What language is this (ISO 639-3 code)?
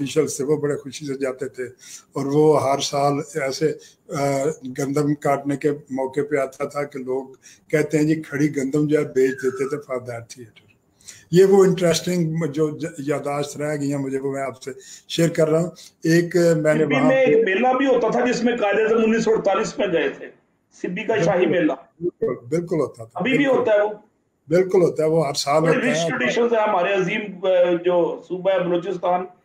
urd